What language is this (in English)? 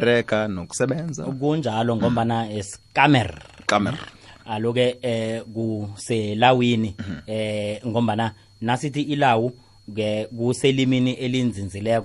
South Ndebele